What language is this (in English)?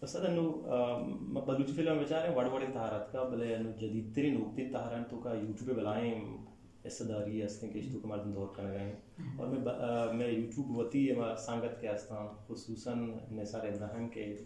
Eastern Balochi